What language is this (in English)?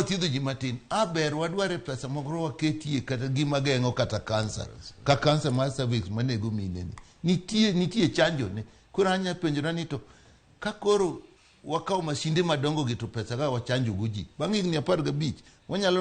Luo (Kenya and Tanzania)